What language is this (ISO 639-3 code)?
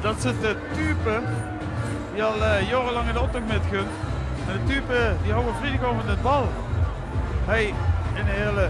lim